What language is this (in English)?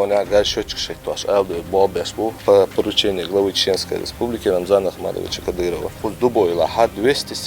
Chechen